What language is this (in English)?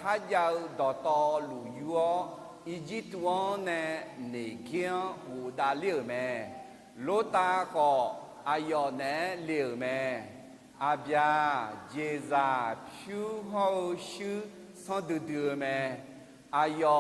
Akha